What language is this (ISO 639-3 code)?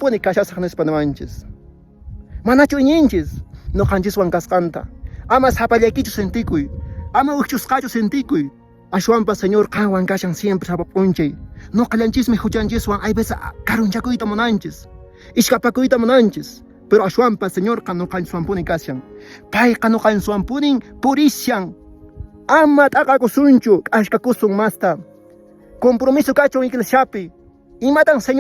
que